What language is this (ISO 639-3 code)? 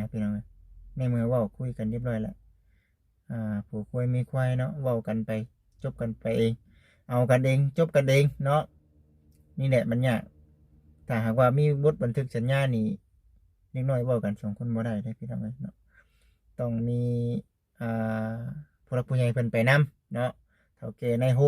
lao